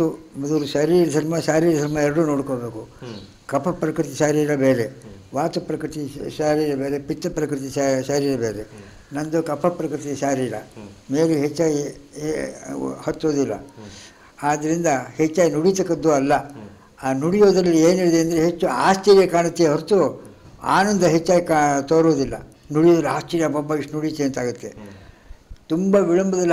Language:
Kannada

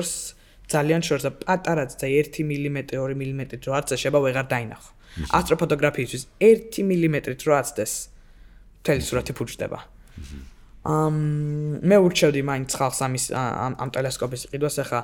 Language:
Georgian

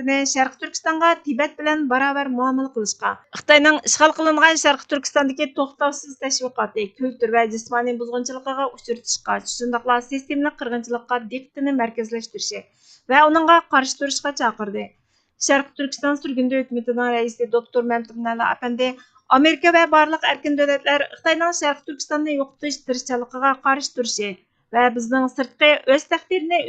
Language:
Uyghur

